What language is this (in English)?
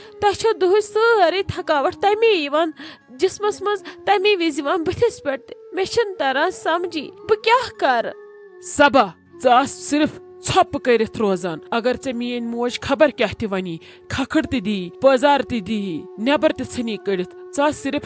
Kashmiri